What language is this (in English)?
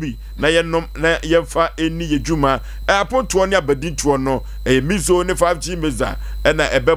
Akan